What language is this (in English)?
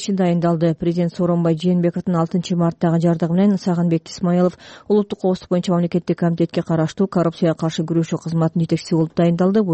Kyrgyz